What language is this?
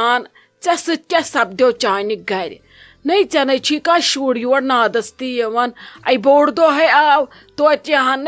Kashmiri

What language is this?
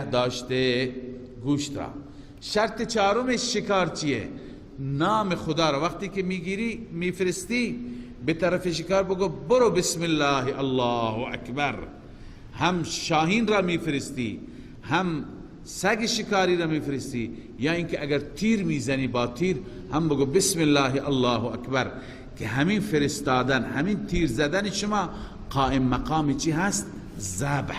Persian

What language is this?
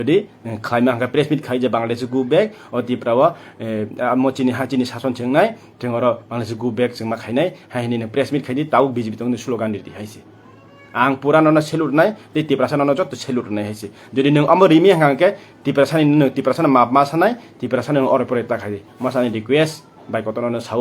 Kok Borok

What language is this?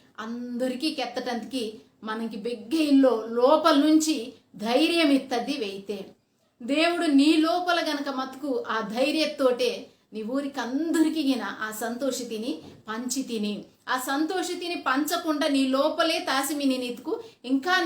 Koya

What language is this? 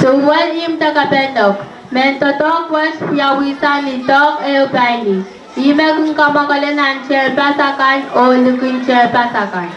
Pohnpeian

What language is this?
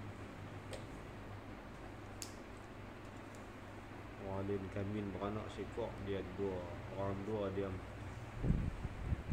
Malay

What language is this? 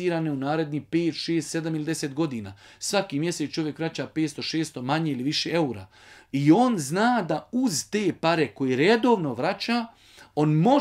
Bosnian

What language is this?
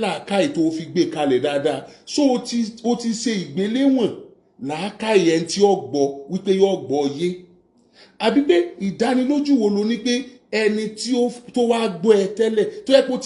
Yoruba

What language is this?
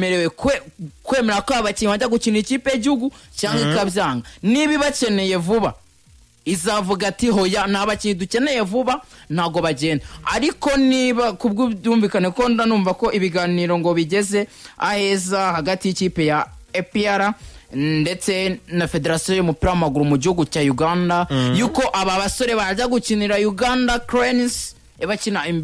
Kinyarwanda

